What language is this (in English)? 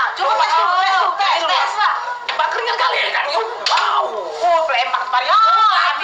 Musi